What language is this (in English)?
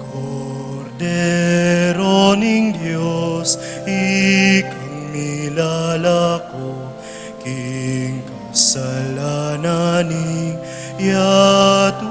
Pampanga